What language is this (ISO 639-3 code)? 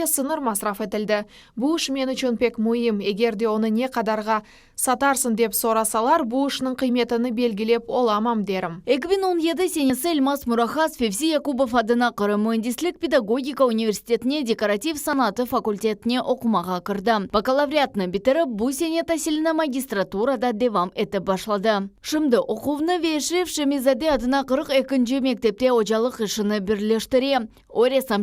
crh